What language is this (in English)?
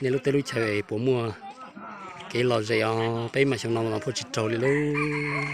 Hmong